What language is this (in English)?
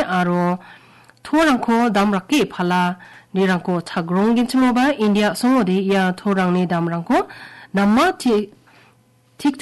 Garo